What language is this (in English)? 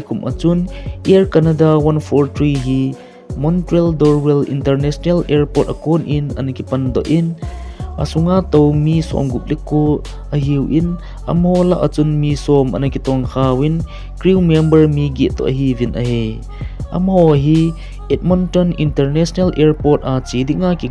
Thado Chin